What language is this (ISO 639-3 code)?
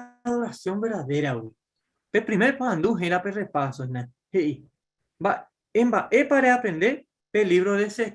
grn